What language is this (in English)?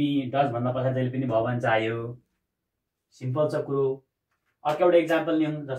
Nepali